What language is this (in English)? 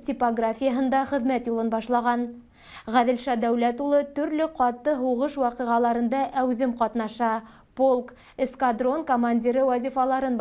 Bashkir